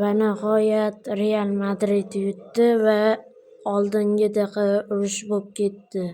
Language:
Uzbek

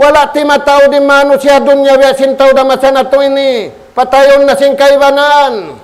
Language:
Tausug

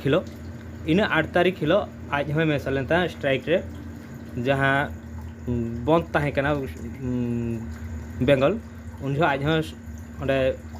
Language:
Santali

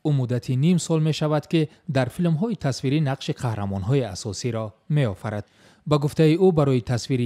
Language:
Tajik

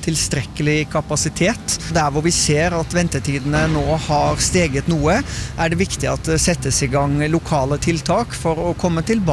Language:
Norwegian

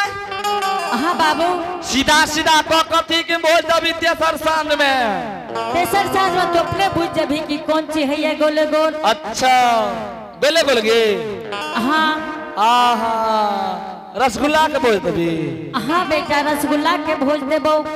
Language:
Angika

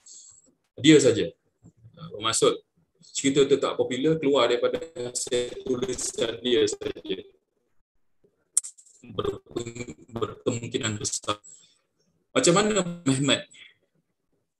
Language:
Malay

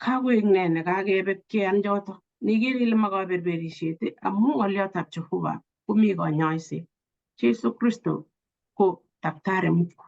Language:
Kalenjin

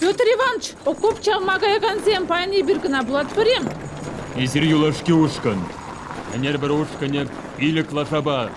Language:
Chuvash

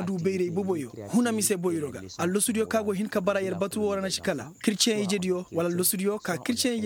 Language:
Koyraboro Senni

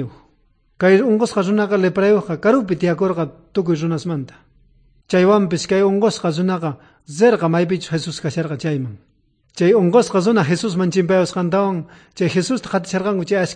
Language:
South Bolivian Quechua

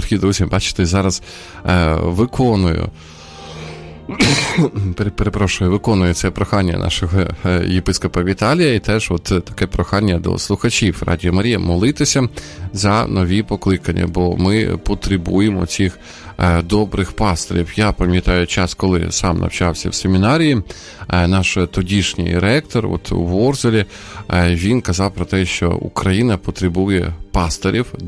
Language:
Ukrainian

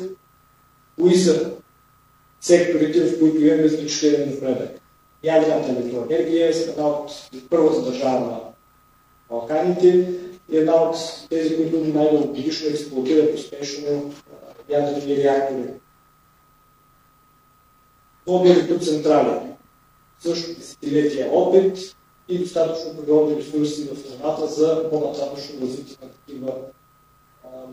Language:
Bulgarian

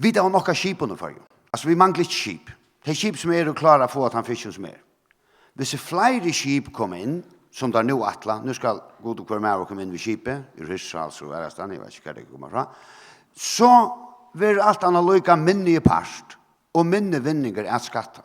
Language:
Faroese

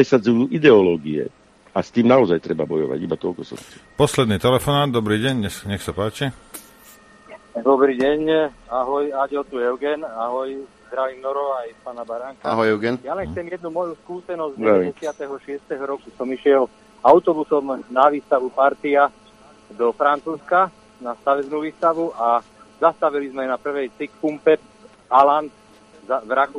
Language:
Slovak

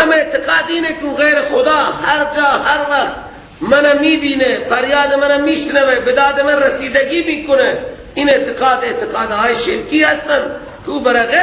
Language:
Persian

